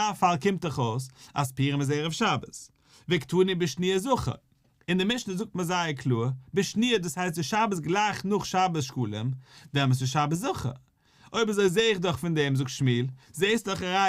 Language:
Yiddish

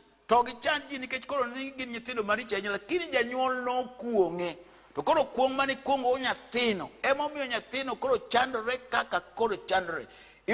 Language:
Luo (Kenya and Tanzania)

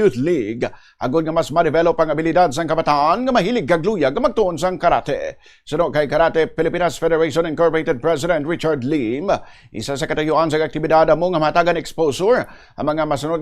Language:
Hiligaynon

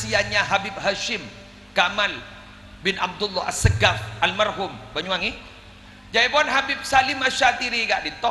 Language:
Madurese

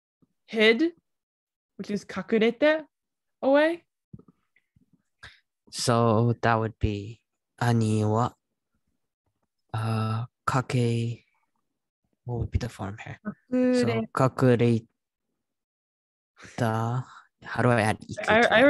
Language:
English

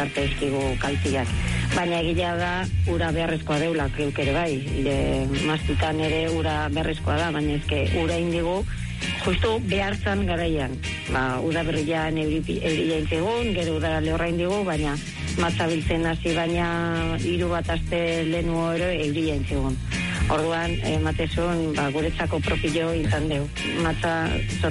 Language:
Basque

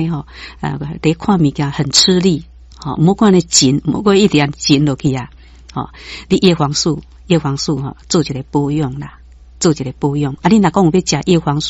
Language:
Min Nan Chinese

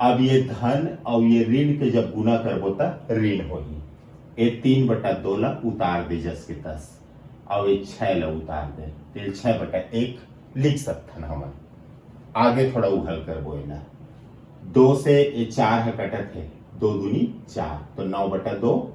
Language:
Chhattisgarhi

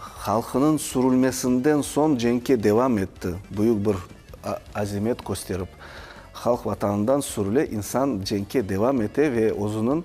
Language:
Crimean Tatar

